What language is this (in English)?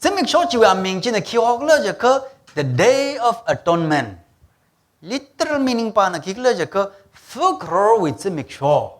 Tangkhul Naga (India)